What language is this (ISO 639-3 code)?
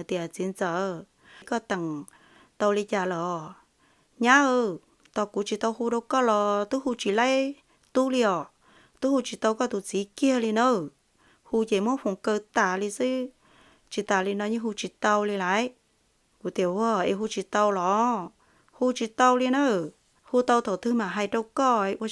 hmn